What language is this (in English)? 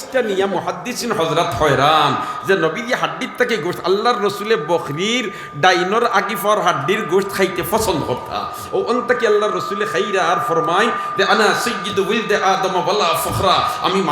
Sylheti